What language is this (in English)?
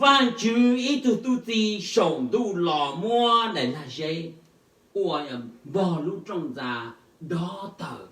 Hmong